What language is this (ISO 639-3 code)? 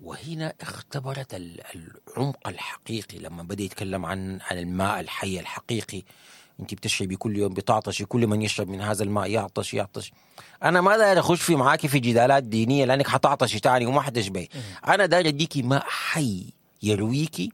apd